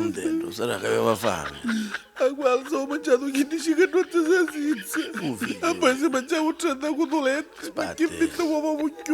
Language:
Neapolitan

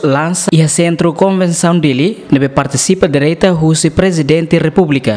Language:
Tetum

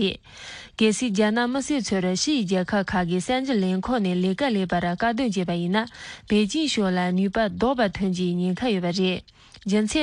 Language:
Tibetan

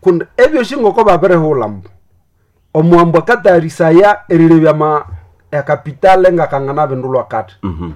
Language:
Nande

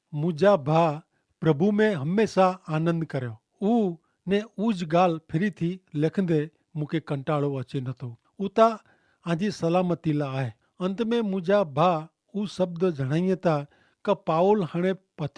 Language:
Kachhi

